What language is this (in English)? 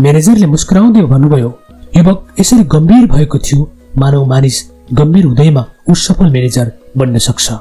Nepali